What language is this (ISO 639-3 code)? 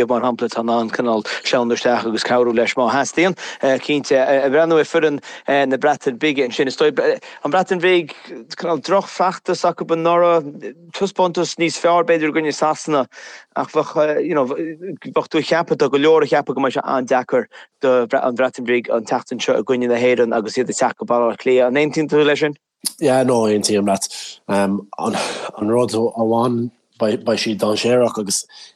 gle